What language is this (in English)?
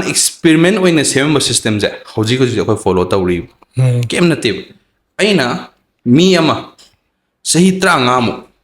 Manipuri